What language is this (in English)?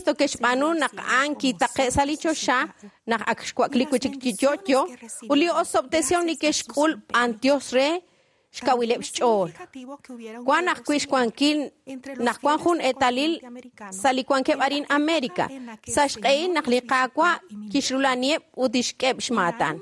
Kekchí